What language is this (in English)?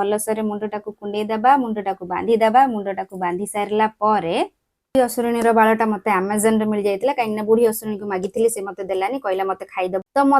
Odia